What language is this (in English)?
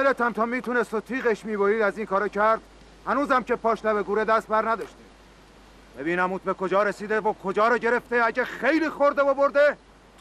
Persian